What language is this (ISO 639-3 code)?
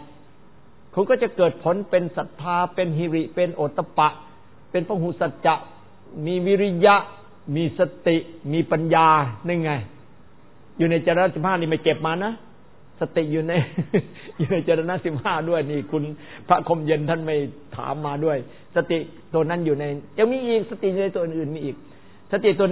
tha